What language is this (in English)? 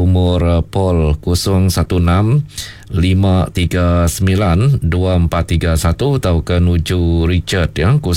Iban